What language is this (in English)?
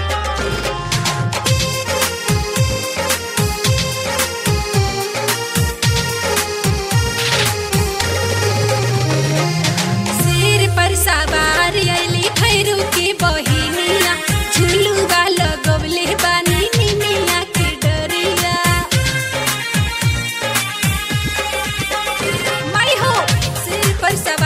Bhojpuri